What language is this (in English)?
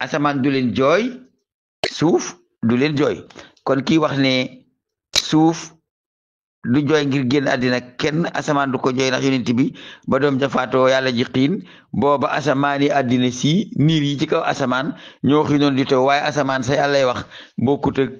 Wolof